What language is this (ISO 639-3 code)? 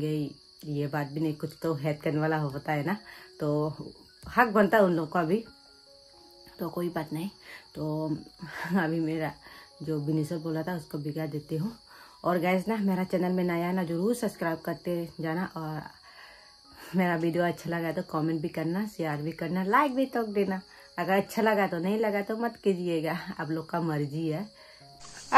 hin